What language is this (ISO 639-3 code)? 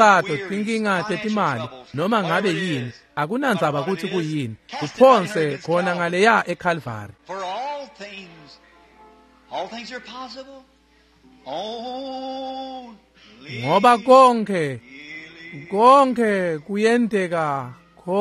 ssw